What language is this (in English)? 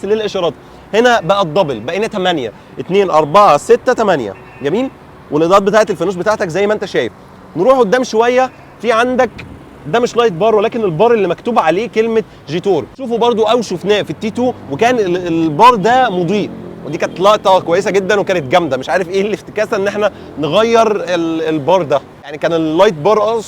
Egyptian Arabic